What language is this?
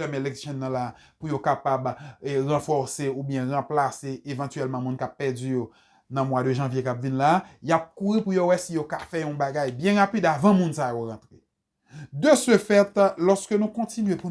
Haitian Creole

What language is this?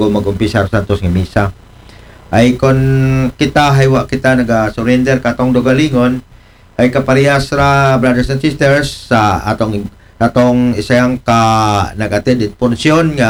Aklanon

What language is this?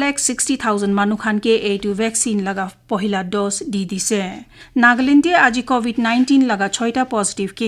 Naga Pidgin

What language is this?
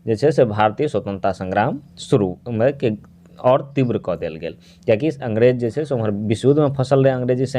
Maithili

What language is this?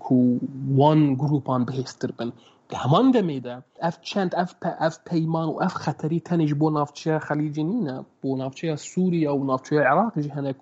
Kurdish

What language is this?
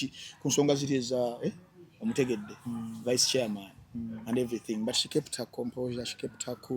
Ganda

